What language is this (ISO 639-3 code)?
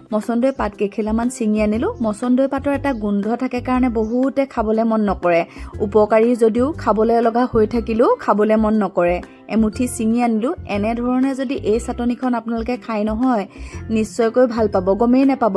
asm